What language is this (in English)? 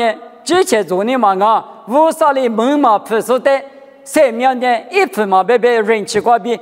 Lisu